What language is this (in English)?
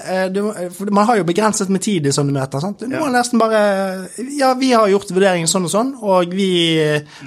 Norwegian